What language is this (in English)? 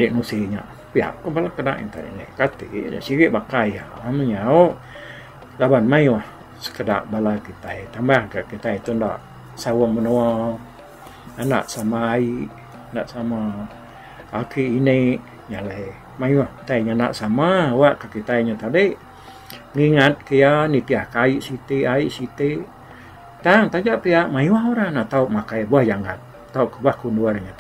Iban